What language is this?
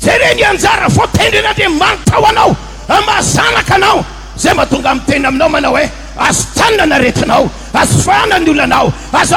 Malagasy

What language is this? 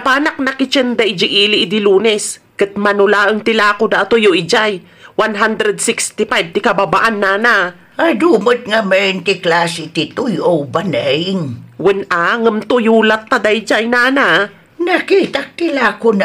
Iloko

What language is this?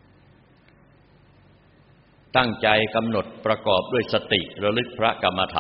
Thai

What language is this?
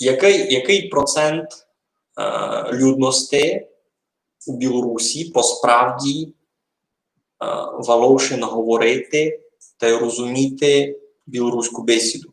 Rusyn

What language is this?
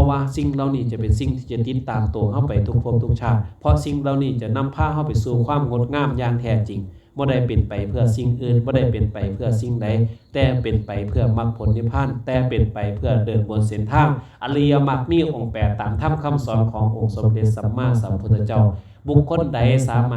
Lao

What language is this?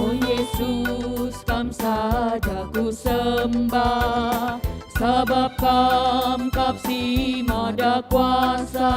Batak Karo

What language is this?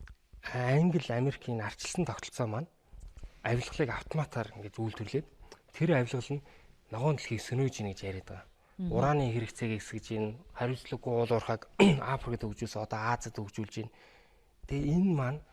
Mongolian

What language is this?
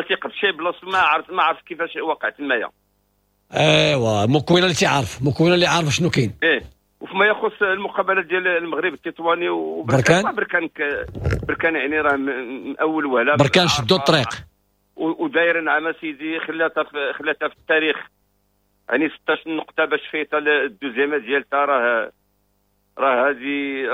Moroccan Arabic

